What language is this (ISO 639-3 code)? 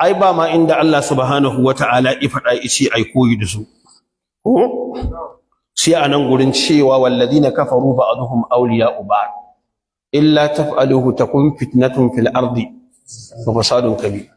hau